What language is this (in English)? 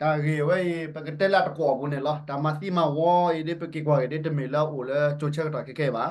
S'gaw Karen